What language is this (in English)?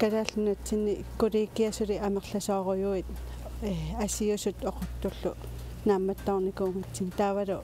Kalaallisut